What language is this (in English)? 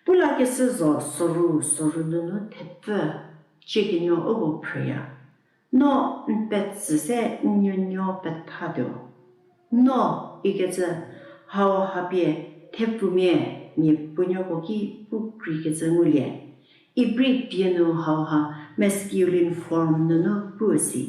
Angami Naga